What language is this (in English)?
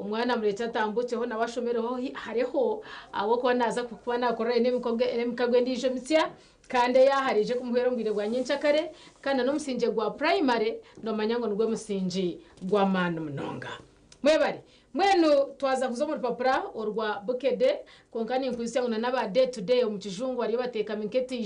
Nyankole